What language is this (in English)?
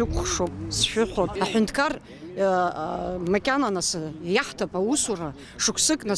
Abkhazian